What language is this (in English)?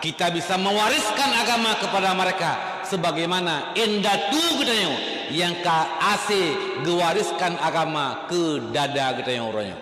Achinese